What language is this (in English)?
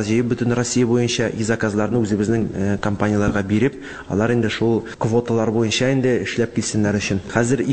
Tatar